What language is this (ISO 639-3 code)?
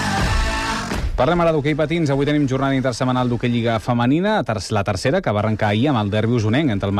cat